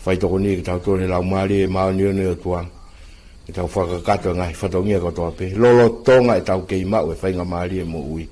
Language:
Tongan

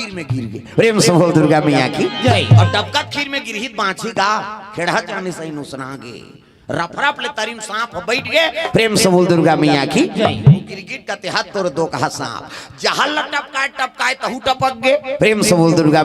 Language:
Chhattisgarhi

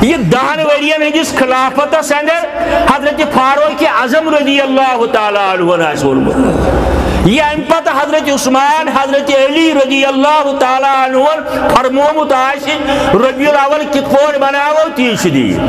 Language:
Kashmiri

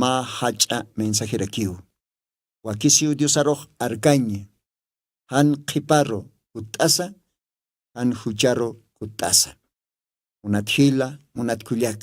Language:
Aymara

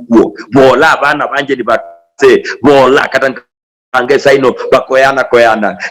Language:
Luyia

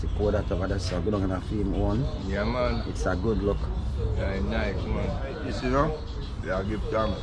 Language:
Jamaican Creole English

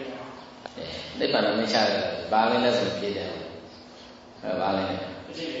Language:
Burmese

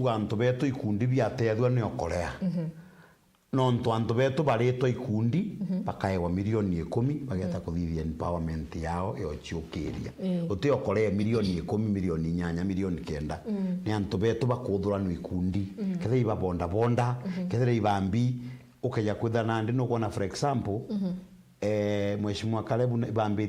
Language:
Meru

